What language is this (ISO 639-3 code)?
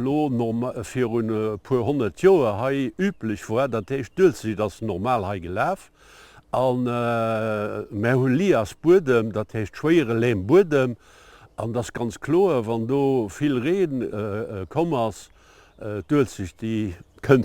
ltz